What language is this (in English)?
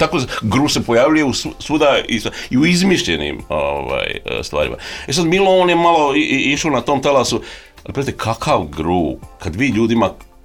Croatian